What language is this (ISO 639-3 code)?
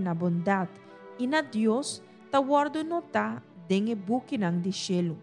pap